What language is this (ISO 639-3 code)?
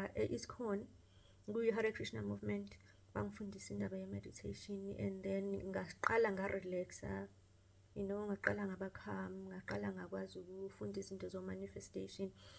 zul